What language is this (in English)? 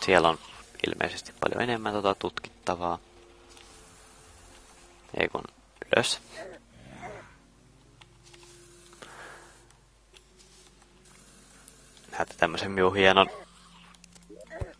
Finnish